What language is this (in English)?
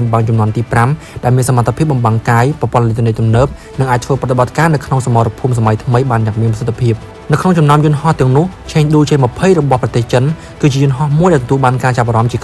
Khmer